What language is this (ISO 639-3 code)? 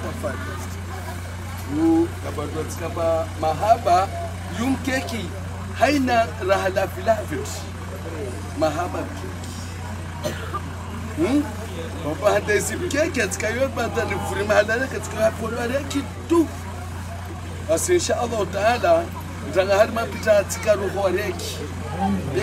swa